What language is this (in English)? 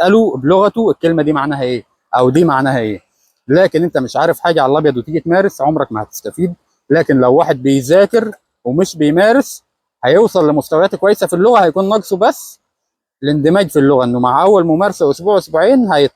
Egyptian Arabic